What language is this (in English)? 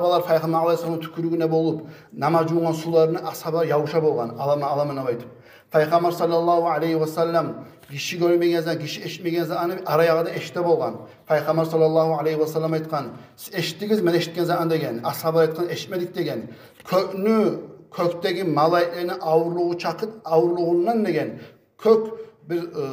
Kumyk